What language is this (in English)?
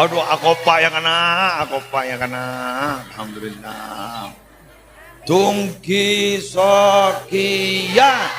Madurese